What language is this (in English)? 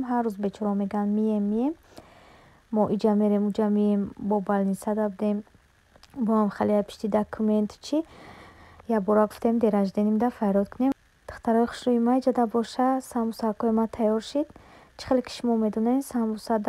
Tajik